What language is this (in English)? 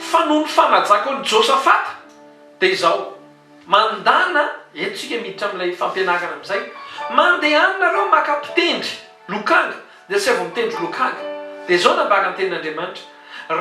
Malagasy